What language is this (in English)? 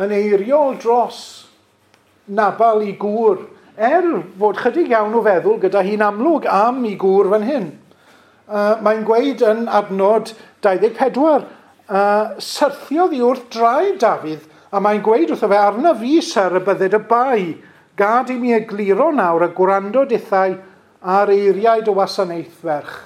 Welsh